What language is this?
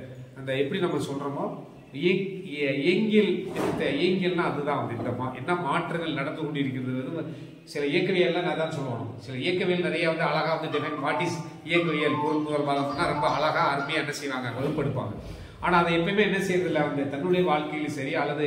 Tamil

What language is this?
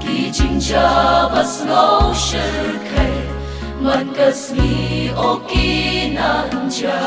Khasi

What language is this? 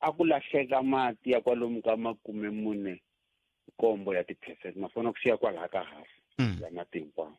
Tsonga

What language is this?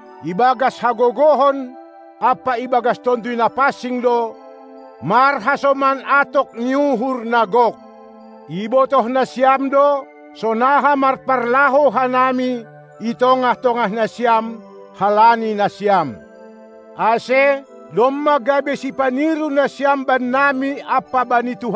Batak Simalungun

